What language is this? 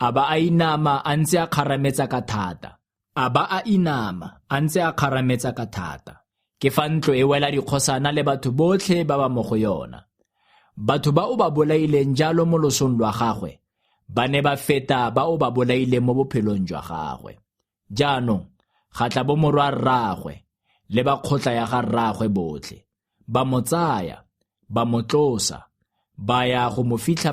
Tswana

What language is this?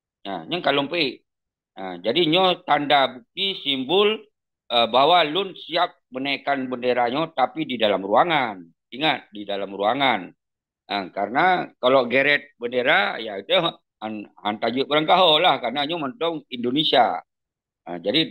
Achinese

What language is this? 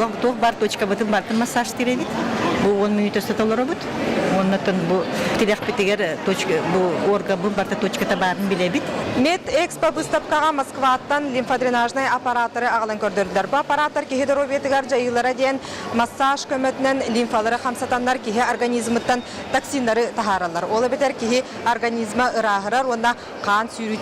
Yakut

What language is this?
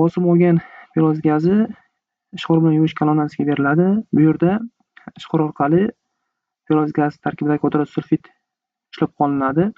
Uzbek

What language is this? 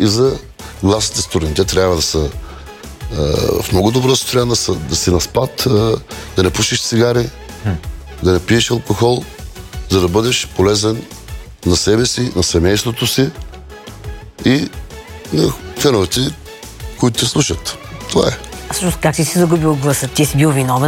Bulgarian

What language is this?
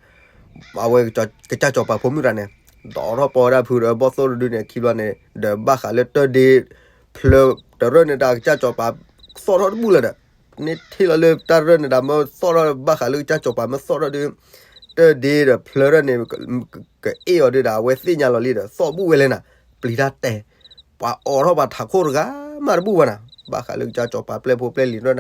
S'gaw Karen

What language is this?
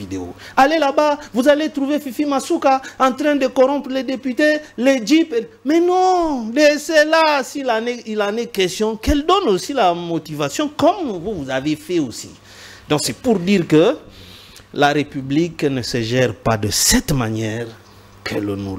French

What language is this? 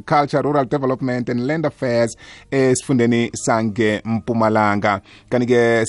South Ndebele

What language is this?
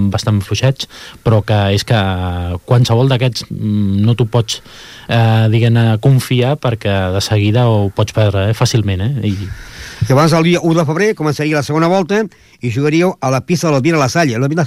Catalan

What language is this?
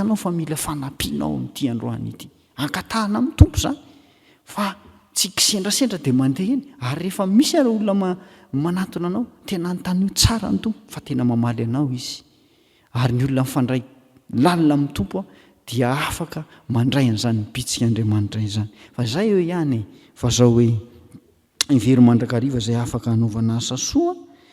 Malagasy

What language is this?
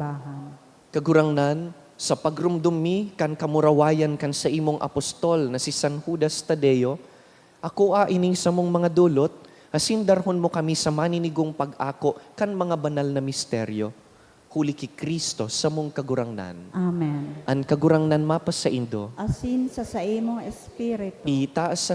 Bikol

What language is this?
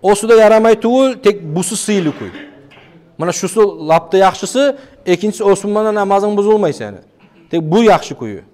Kumyk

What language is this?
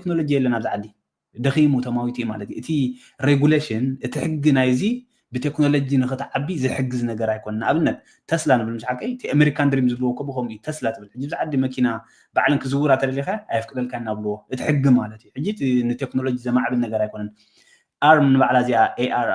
Tigrinya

